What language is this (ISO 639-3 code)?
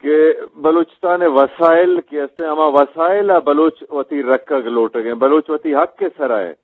bgp